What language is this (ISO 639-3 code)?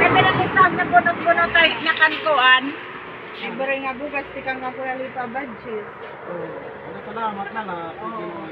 war